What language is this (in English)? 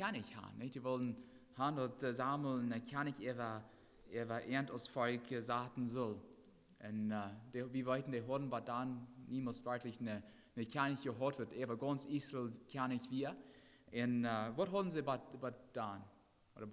Plautdietsch